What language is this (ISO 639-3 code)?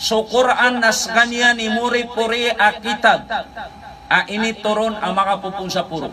mrw